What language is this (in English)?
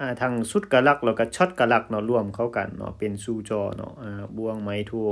Lao